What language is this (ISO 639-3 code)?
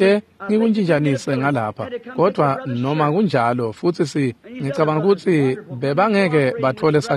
ssw